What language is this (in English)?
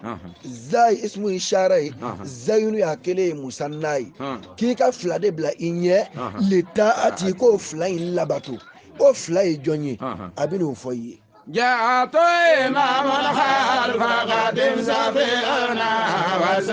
Bambara